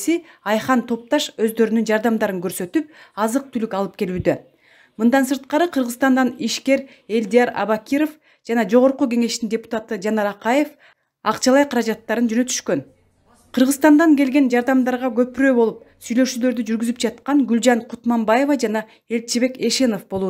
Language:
Kyrgyz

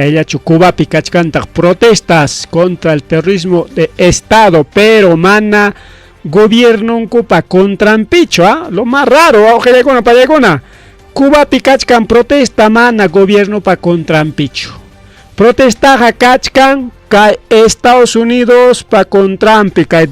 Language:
Ayacucho Quechua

